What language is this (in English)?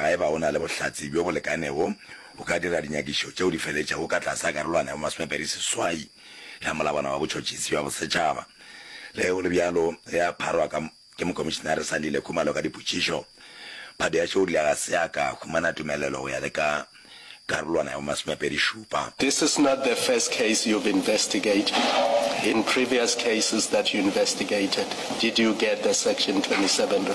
Northern Sotho